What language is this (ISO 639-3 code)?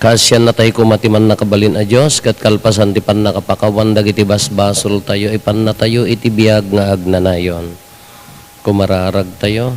ilo